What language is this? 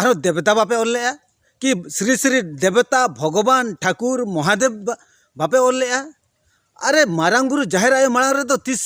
Santali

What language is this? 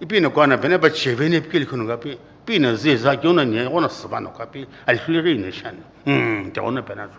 Sumi Naga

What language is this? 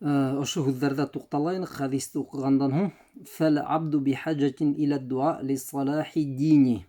Bashkir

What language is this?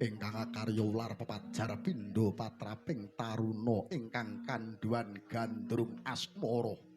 Javanese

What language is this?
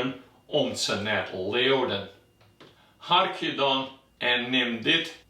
Western Frisian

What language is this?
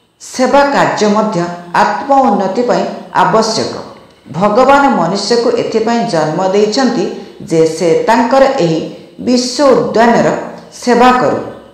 Odia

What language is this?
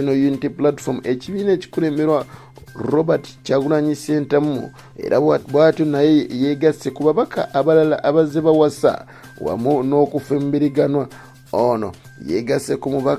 Ganda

